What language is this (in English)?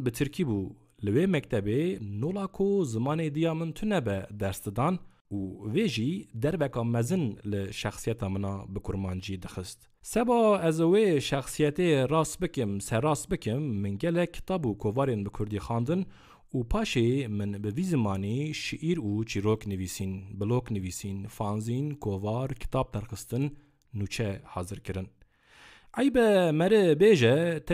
Kurdish